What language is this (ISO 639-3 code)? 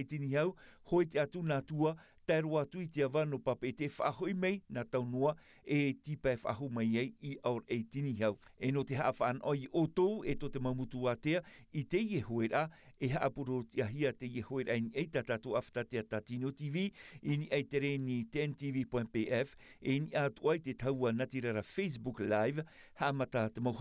tah